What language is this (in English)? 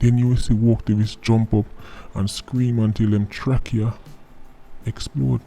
Jamaican Creole English